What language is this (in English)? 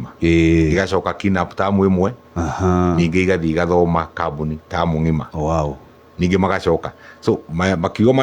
Kikuyu